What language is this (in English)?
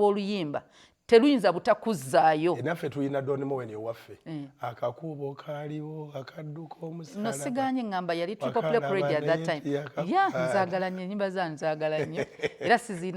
Ganda